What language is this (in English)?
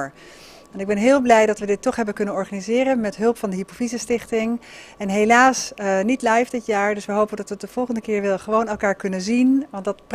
Dutch